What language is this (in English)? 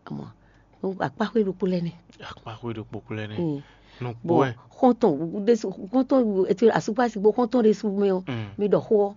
Fon